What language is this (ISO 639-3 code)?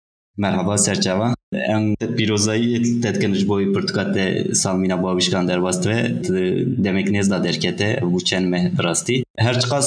kur